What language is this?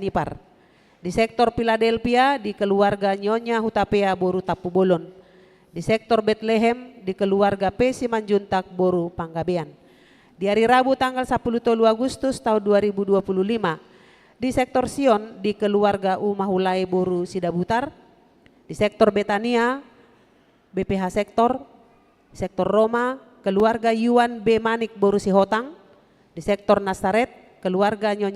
Batak Toba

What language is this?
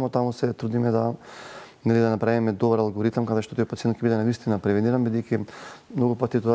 Macedonian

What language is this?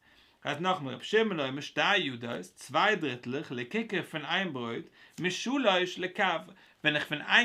Yiddish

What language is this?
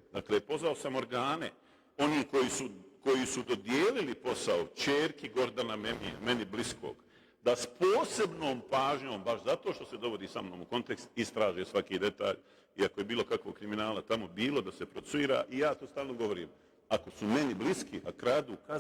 Bosnian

